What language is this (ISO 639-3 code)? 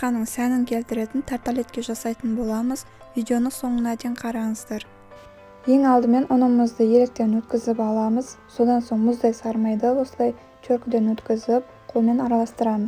kaz